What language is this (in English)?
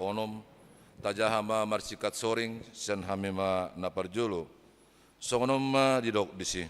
Batak Toba